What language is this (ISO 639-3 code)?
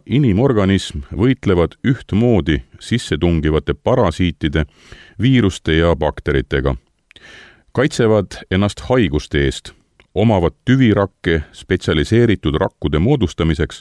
est